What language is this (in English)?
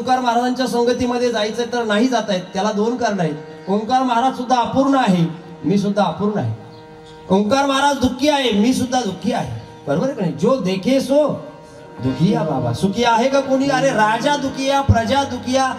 Marathi